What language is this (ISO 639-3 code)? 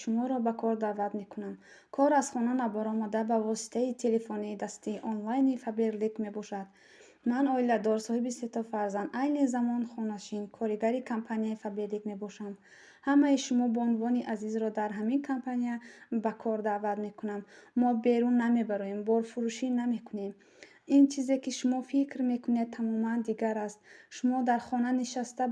tgk